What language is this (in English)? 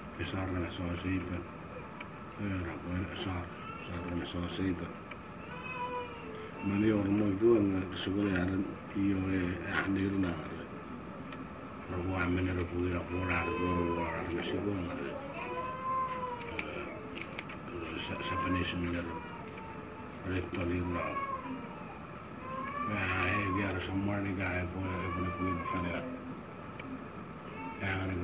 Indonesian